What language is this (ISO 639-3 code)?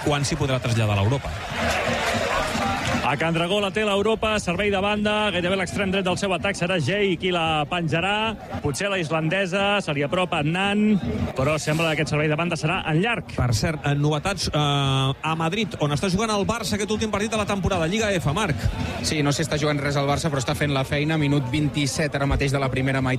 cat